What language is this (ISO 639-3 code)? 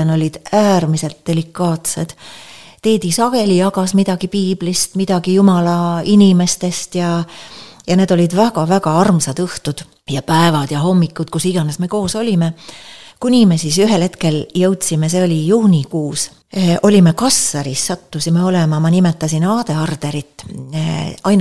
est